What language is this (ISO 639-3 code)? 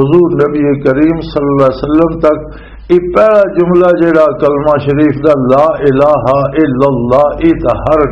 lah